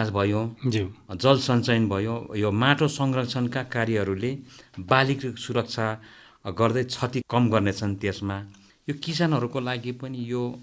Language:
Nepali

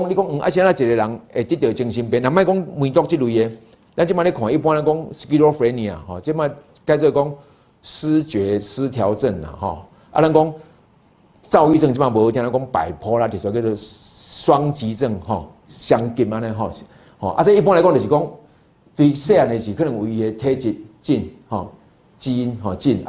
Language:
Min Nan Chinese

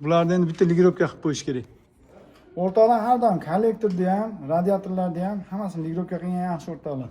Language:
Uzbek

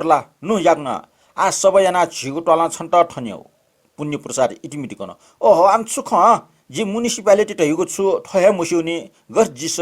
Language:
Newari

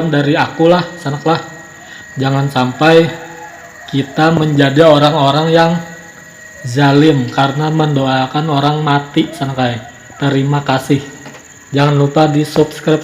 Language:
Banjar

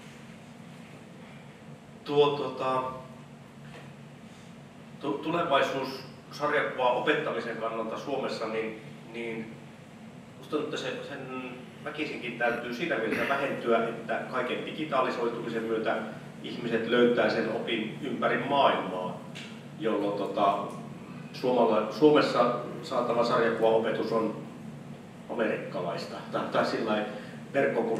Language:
Finnish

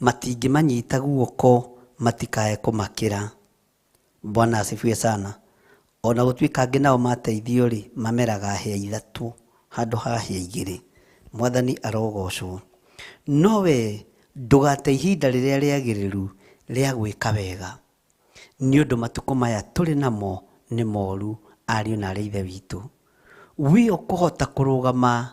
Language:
Kikuyu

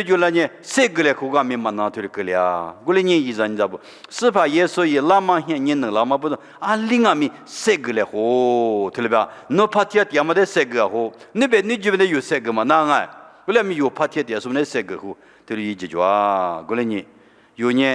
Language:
Lisu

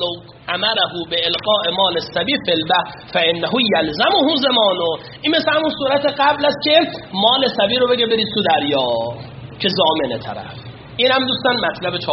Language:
Persian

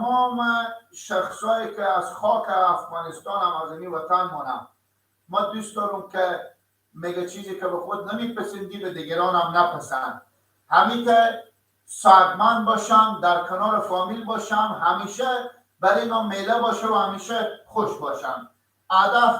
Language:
Persian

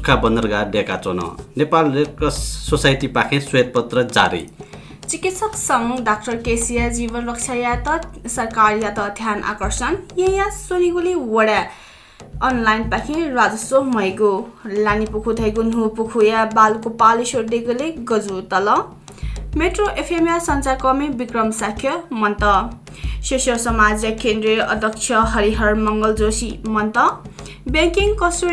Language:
Newari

